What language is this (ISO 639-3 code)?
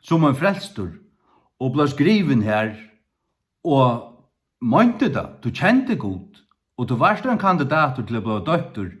fao